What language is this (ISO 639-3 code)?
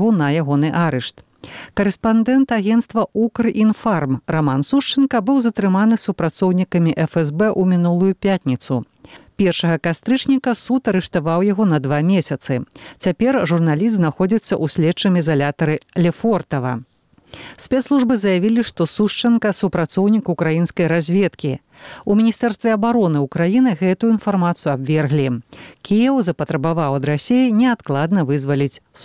bel